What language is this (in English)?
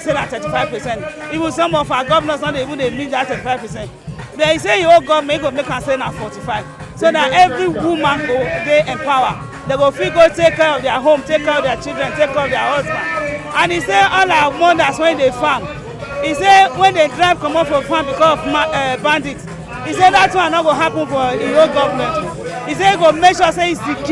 Nigerian Pidgin